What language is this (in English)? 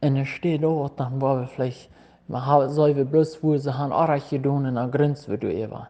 Plautdietsch